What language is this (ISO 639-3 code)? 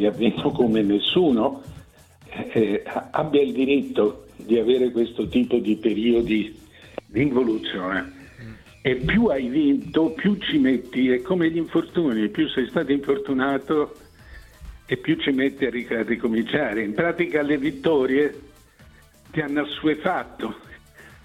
ita